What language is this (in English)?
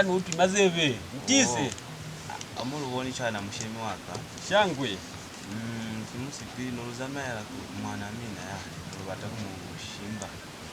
Lozi